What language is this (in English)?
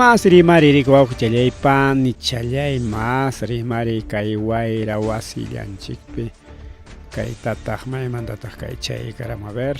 Ayacucho Quechua